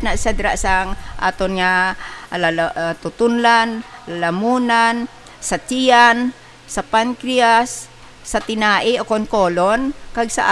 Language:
Hiligaynon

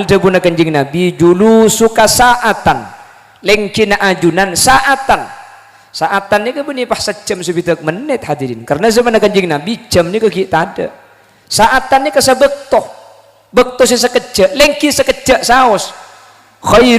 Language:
Madurese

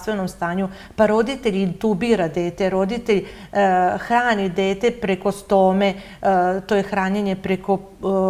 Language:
Serbian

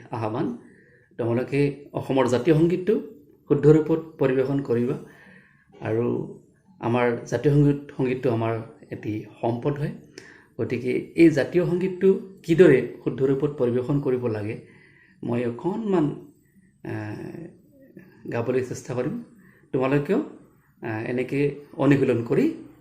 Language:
Assamese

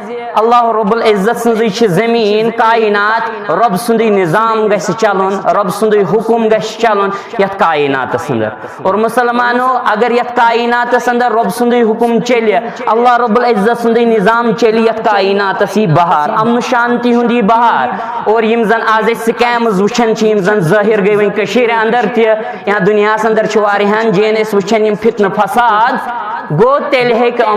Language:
Kashmiri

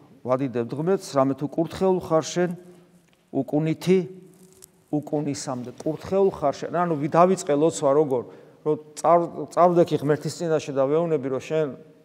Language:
Georgian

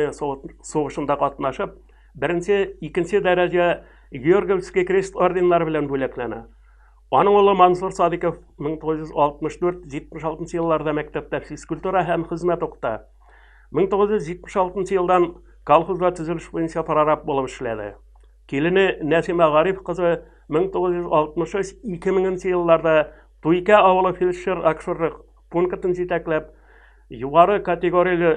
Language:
Tatar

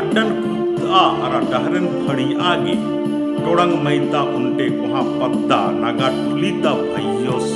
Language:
Kurukh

